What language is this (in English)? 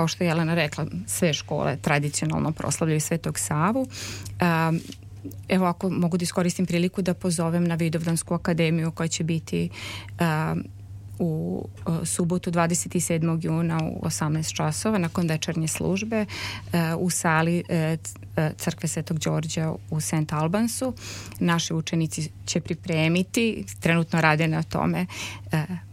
Serbian